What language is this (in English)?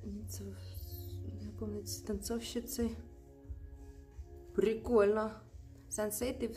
Russian